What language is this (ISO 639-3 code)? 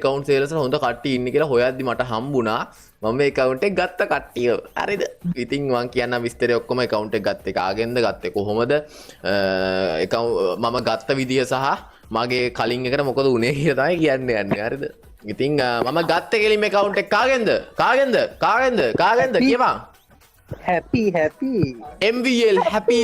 sin